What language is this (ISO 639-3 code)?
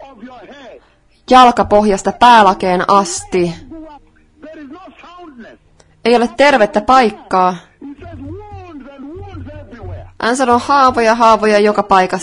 fin